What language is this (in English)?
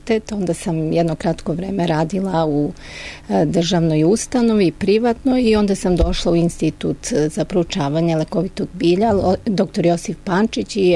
Serbian